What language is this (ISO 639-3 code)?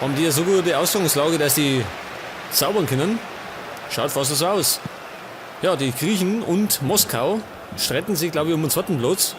bar